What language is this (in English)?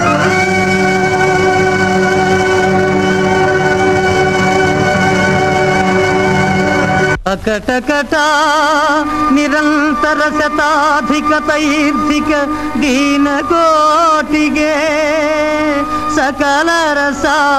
Kannada